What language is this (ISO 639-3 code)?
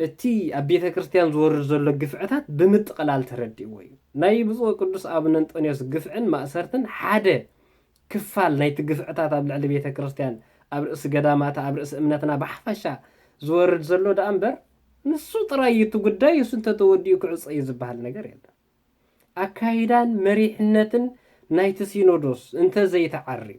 tir